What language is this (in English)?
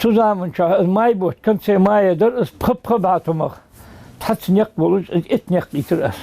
Ingush